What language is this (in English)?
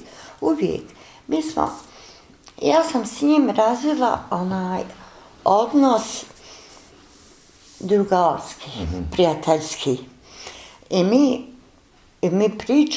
Bosnian